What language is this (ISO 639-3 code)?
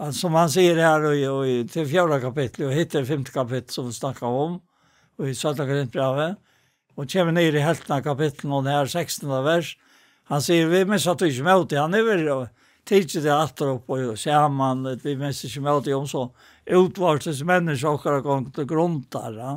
fao